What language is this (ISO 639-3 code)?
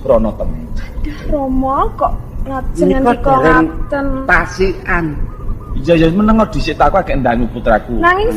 jav